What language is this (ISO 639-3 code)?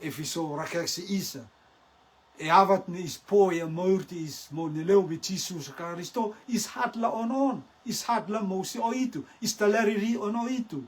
rtm